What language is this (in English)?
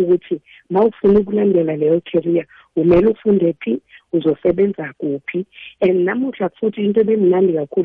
South Ndebele